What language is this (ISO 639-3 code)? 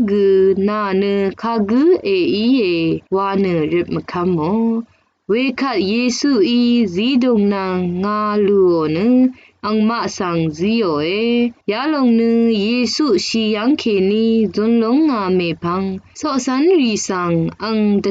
raw